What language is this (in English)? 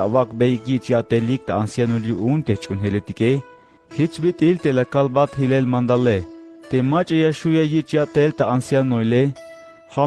Tzeltal